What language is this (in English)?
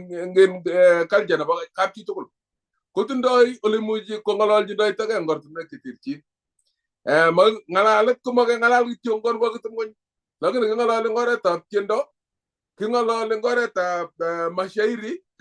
Kalenjin